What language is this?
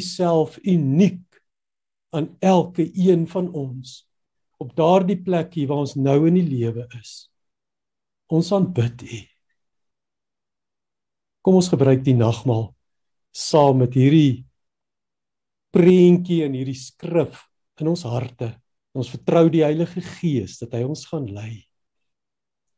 Afrikaans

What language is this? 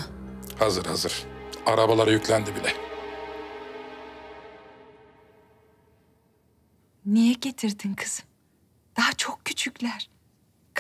Turkish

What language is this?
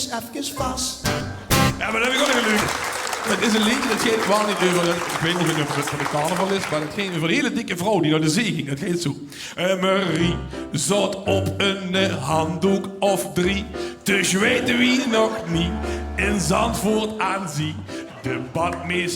Limburgish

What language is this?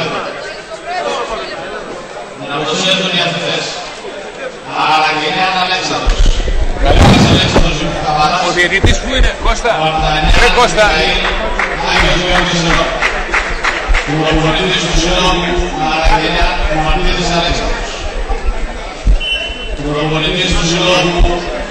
Greek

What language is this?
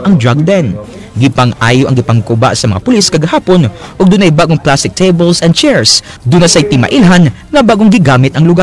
Cebuano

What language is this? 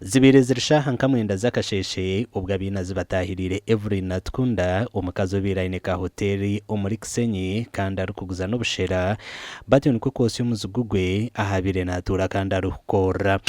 Nyankole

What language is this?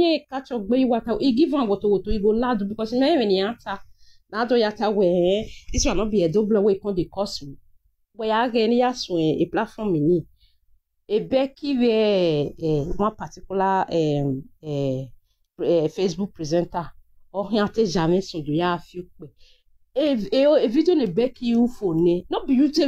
Nigerian Pidgin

